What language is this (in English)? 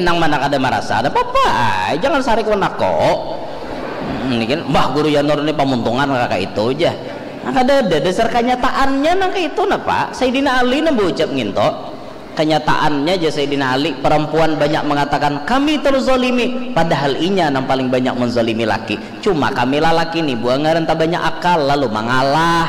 Banjar